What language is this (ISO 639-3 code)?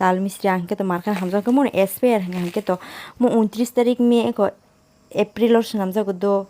trp